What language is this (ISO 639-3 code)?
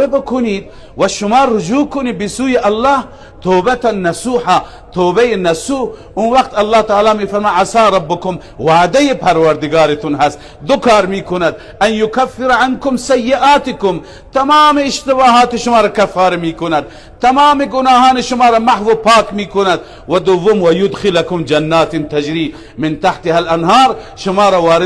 fas